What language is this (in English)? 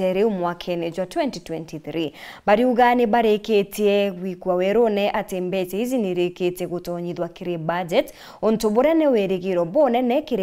Meru